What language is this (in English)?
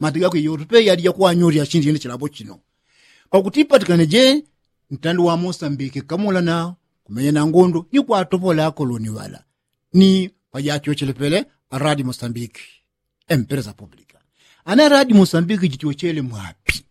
Yao